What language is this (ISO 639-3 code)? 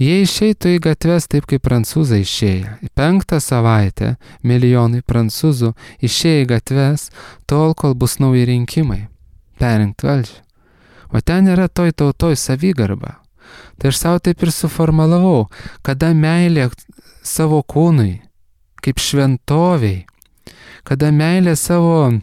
lit